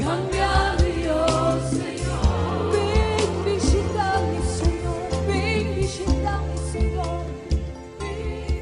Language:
Papiamento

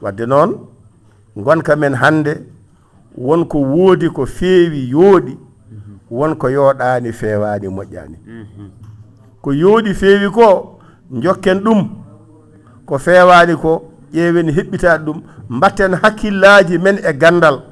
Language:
Fula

